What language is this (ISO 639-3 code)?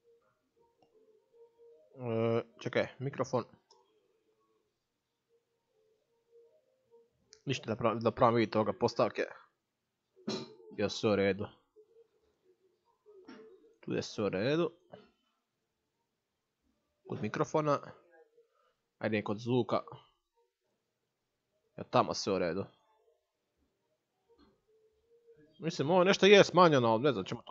hrv